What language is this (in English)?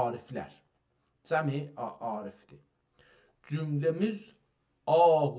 South Azerbaijani